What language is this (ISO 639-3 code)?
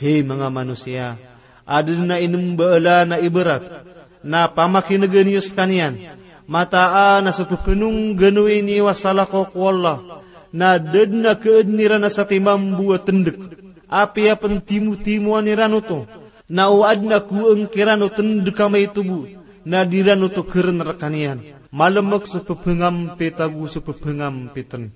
mrw